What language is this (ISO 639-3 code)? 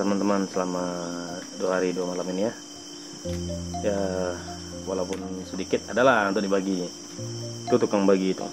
ind